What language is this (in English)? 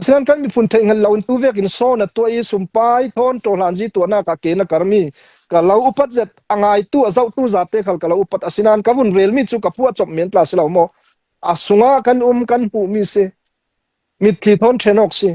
Hakha Chin